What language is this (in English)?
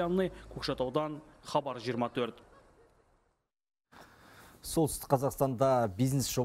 Kazakh